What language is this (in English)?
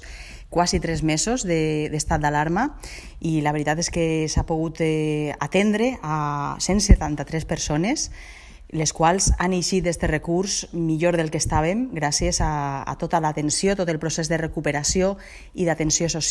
Catalan